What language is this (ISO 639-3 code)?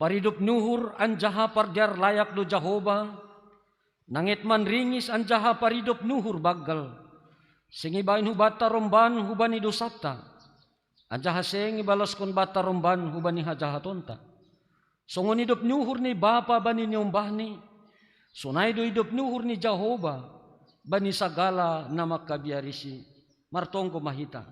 bts